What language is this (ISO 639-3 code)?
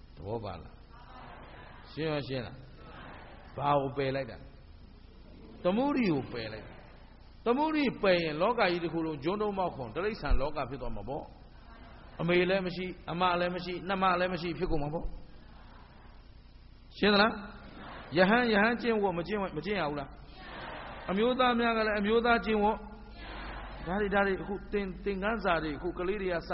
mya